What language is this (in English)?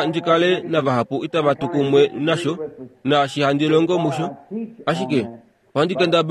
Kuanyama